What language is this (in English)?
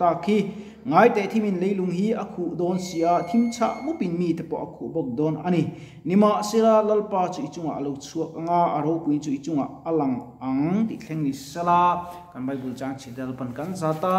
Mizo